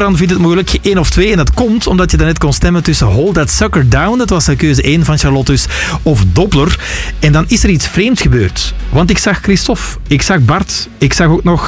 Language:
Dutch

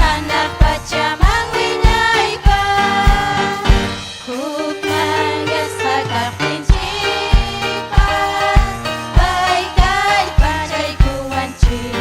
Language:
Ayacucho Quechua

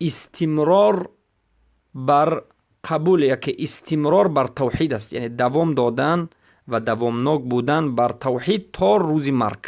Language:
Persian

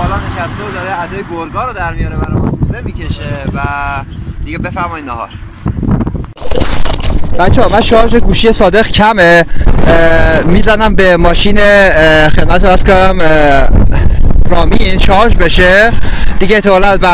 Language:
Persian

